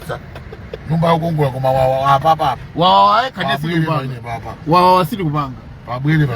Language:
Nyanja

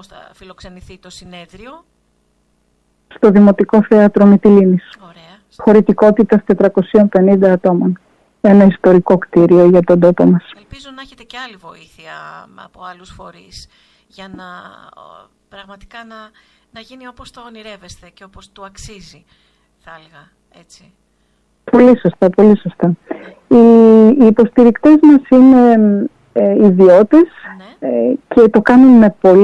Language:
Greek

